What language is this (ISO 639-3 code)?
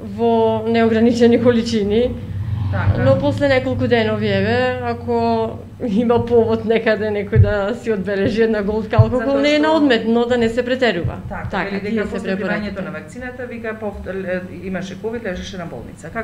mkd